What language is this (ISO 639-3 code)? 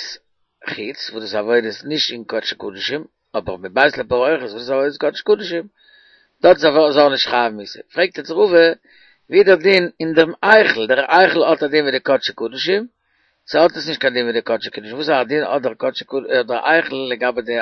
yid